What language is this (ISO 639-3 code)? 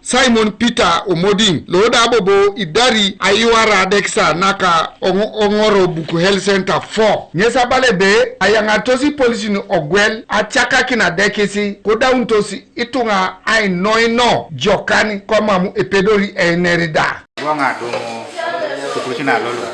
teo